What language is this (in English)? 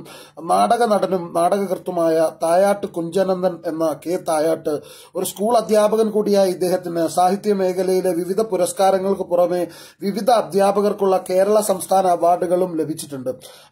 Malayalam